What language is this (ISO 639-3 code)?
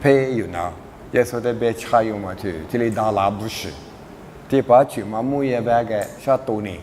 lis